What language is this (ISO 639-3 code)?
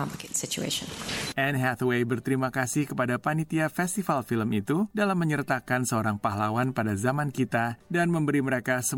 ind